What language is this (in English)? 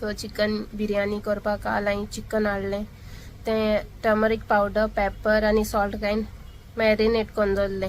Konkani